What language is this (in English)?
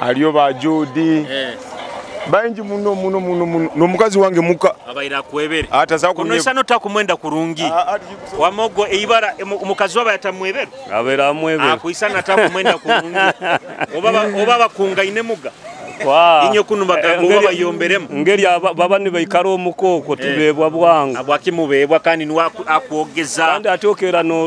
Nyoro